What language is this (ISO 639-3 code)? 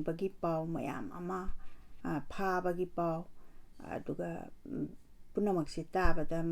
mni